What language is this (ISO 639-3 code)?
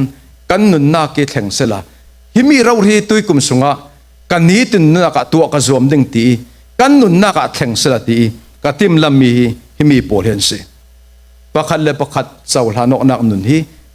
cfm